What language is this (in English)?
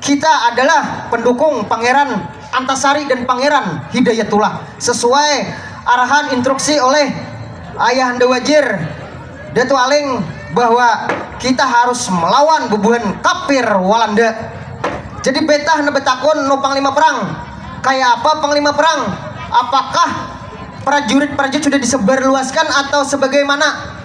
Banjar